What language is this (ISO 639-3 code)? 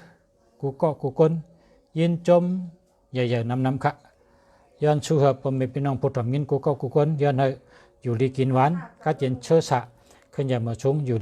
shn